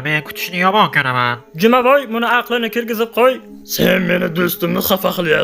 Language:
Uzbek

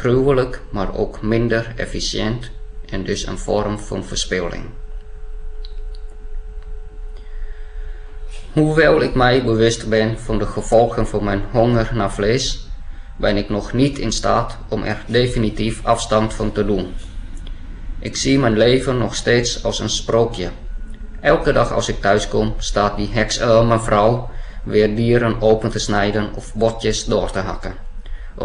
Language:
Dutch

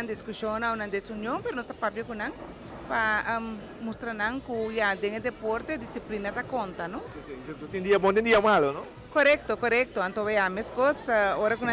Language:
Papiamento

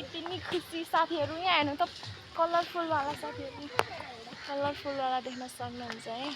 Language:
Nepali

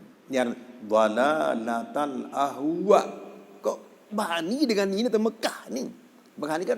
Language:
Sasak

